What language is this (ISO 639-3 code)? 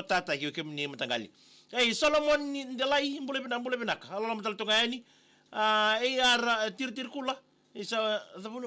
fij